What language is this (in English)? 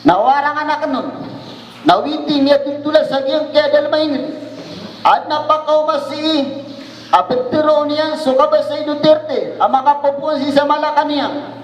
Maranao